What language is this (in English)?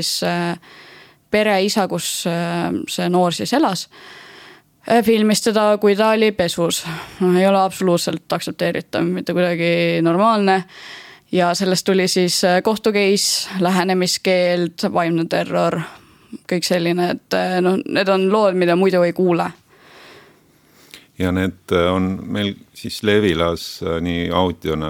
Estonian